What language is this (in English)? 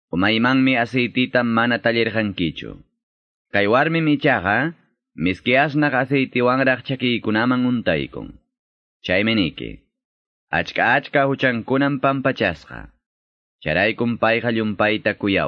Quechua